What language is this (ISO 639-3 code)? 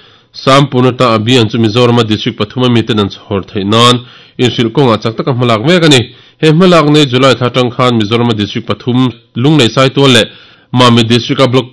lus